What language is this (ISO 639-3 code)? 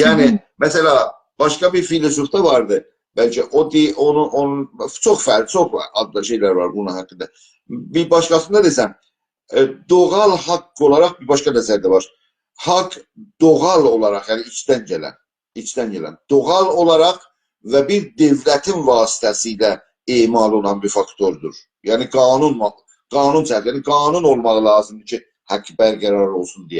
azb